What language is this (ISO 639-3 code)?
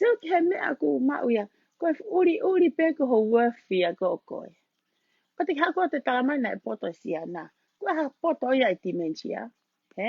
ton